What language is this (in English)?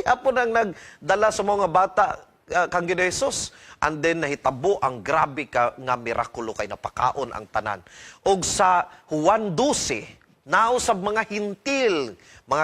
Cebuano